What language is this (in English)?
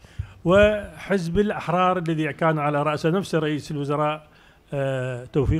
Mesopotamian Arabic